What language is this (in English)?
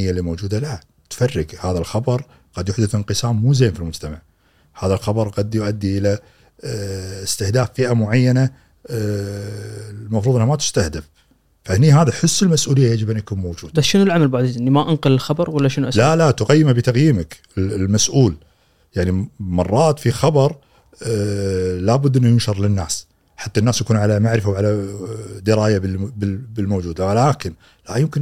Gulf Arabic